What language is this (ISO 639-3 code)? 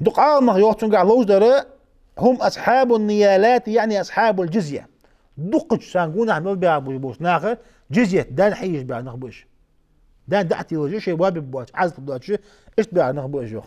inh